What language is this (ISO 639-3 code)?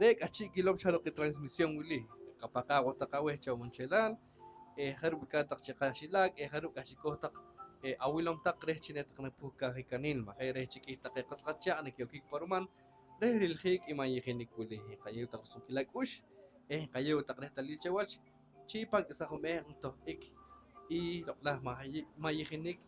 poh